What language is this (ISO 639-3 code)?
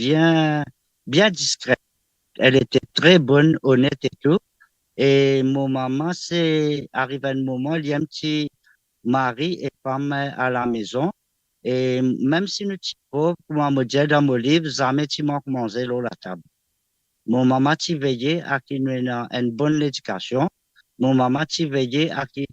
mfe